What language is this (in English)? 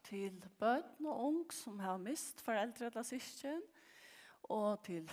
Faroese